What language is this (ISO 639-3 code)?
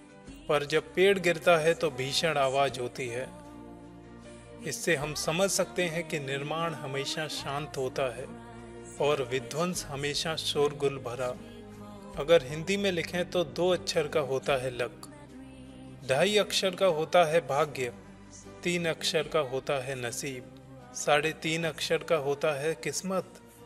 hin